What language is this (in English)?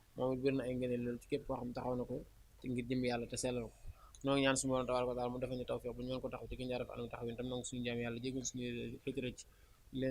Wolof